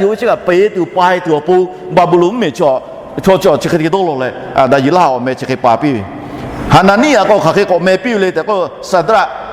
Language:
Lahu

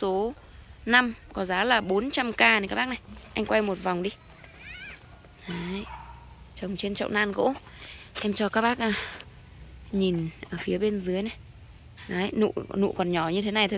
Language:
Vietnamese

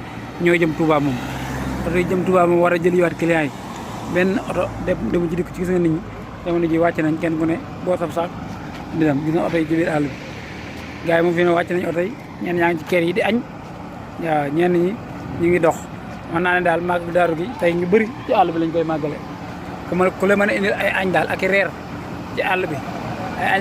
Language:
Wolof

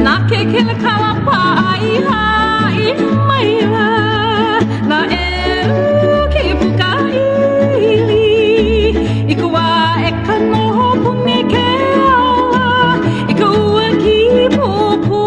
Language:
Hawaiian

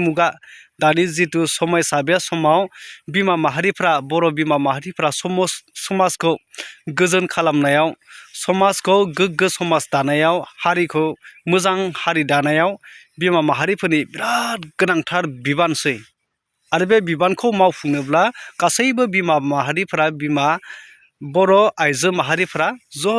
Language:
Bodo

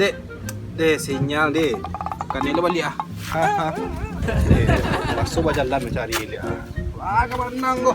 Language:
Minangkabau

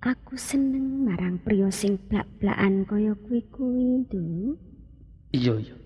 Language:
Javanese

